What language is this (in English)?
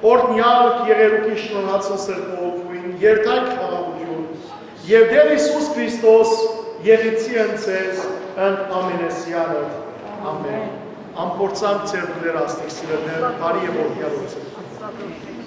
Western Armenian